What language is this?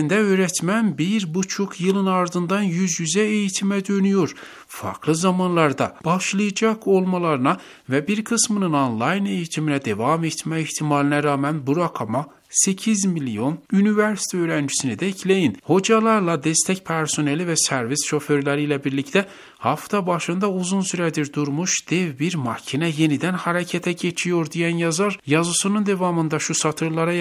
Turkish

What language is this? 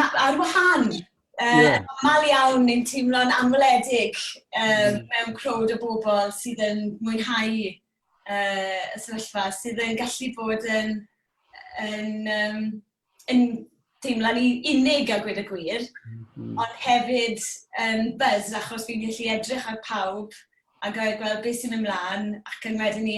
Welsh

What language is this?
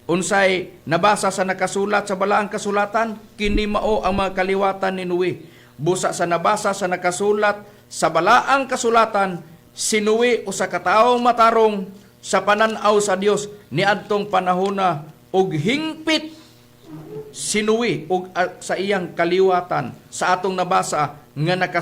Cebuano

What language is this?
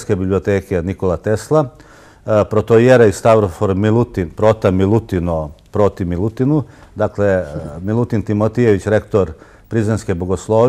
Serbian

